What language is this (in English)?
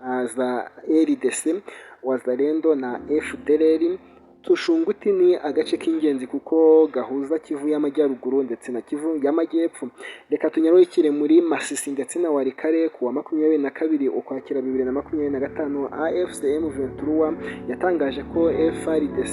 Kinyarwanda